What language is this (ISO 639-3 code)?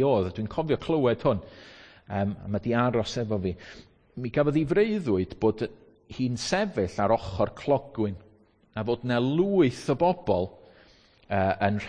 cym